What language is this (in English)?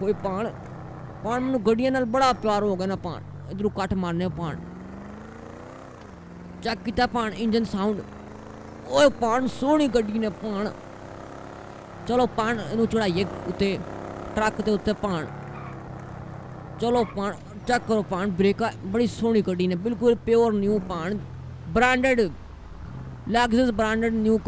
Punjabi